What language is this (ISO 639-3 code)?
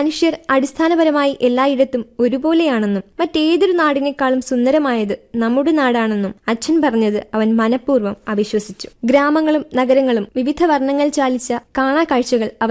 mal